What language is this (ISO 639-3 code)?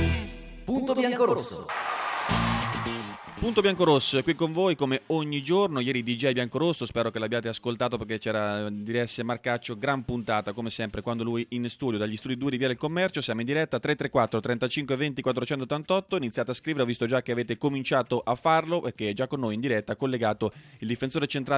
ita